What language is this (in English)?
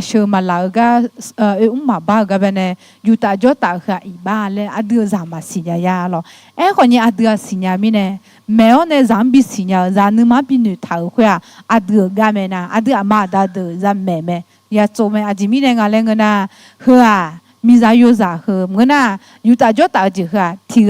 Akha